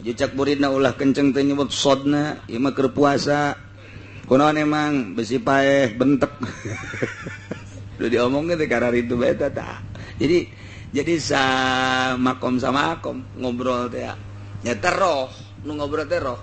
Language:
Sundanese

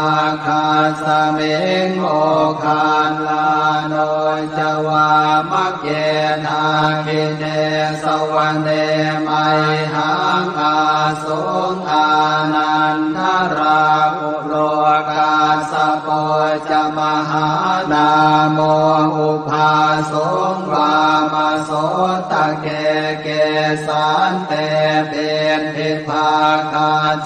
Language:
Pali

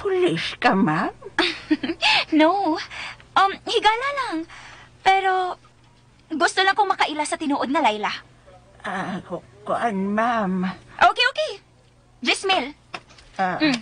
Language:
Cebuano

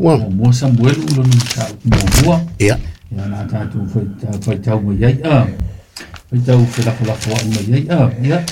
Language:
Samoan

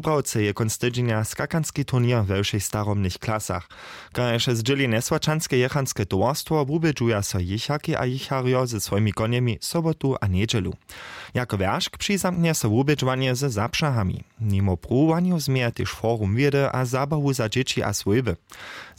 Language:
Upper Sorbian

